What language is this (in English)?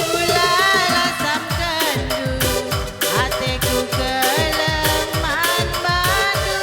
Batak Karo